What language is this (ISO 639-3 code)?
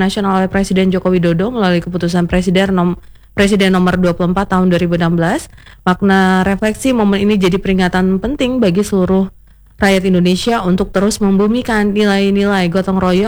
ind